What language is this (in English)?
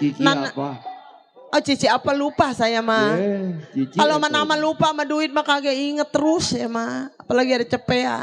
Betawi